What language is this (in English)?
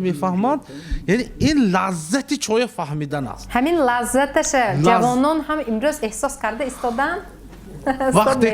Tajik